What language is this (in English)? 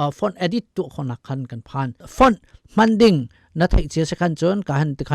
Hakha Chin